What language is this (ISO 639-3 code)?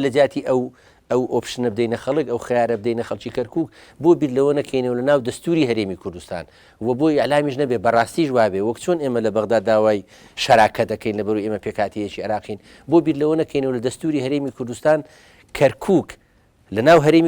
ckb